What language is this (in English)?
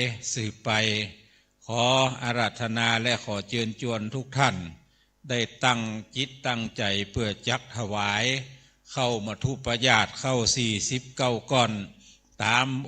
Pali